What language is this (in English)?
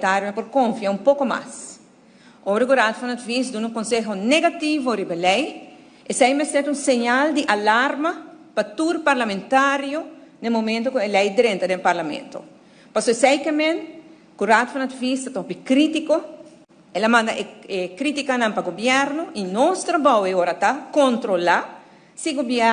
Papiamento